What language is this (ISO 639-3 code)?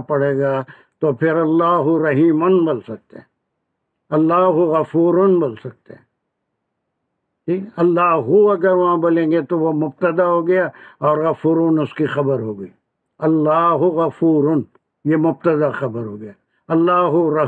urd